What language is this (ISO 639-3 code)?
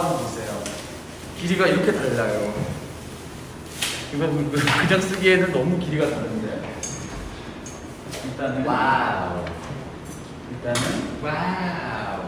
kor